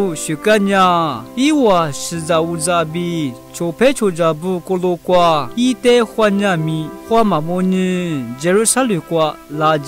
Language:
Lisu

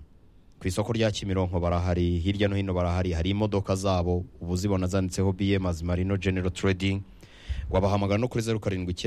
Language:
Kinyarwanda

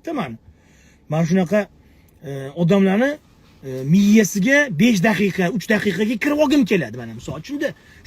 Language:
Uzbek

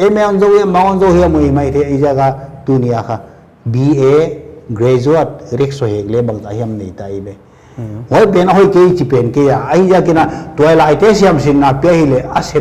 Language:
Paite Chin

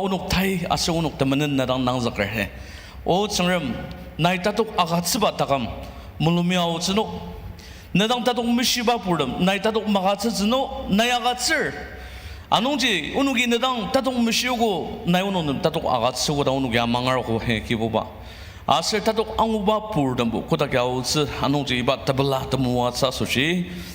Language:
Ao Naga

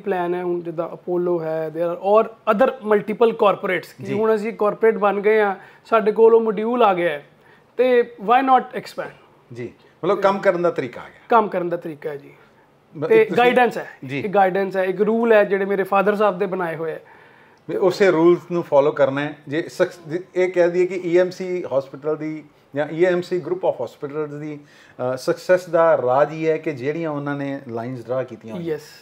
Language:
Punjabi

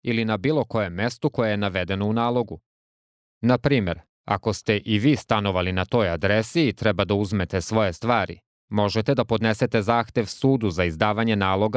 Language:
Serbian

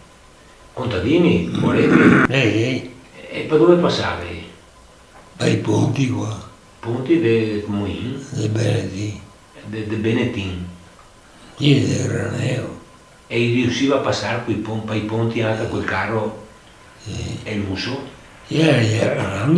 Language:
Venetian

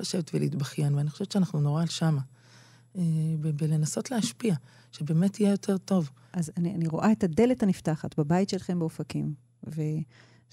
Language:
Hebrew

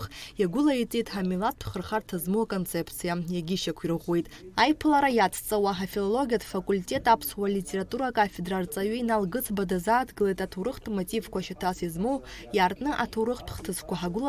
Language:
Abkhazian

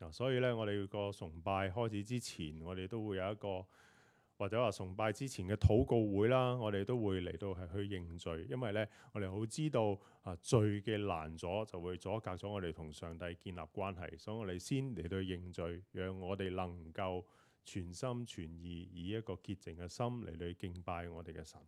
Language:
Cantonese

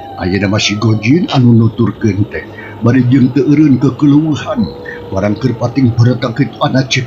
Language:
Sundanese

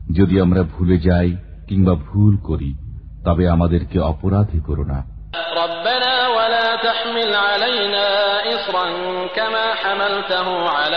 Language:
Bangla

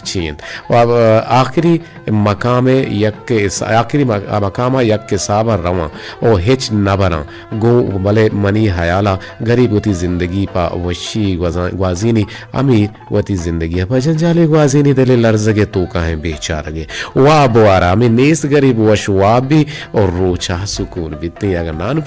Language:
Eastern Balochi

